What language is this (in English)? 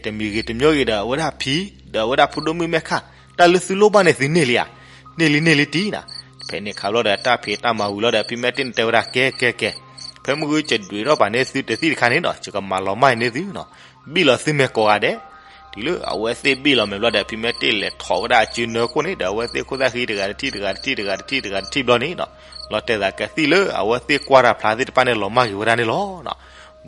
S'gaw Karen